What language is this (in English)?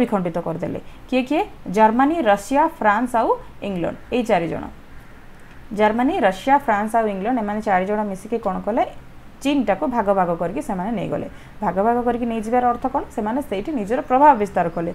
Odia